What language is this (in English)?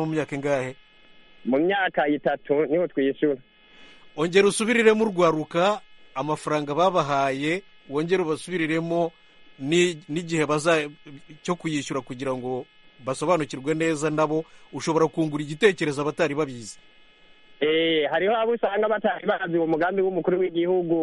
Kinyarwanda